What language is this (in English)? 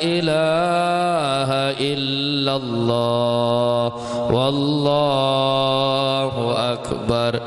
Sasak